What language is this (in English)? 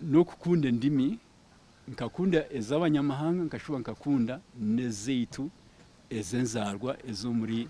Nyankole